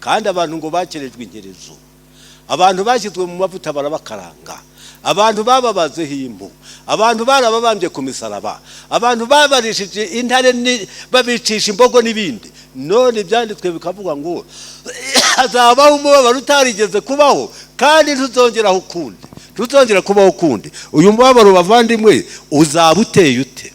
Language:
Kinyarwanda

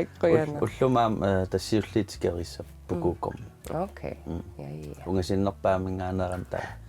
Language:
Kalaallisut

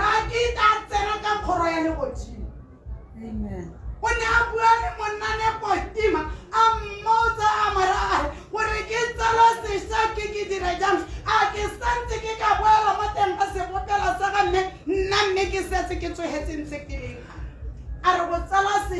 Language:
Tswana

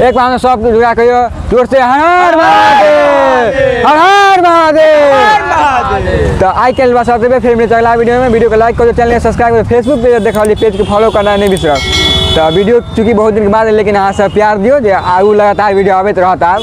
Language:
Maithili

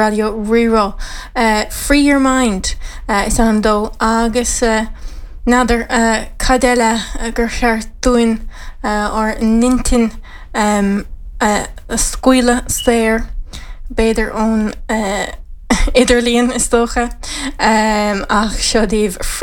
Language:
Irish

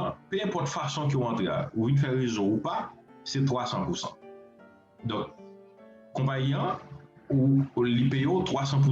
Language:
Haitian Creole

